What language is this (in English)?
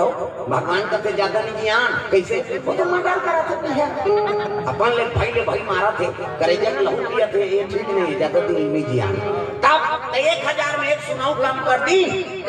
Chhattisgarhi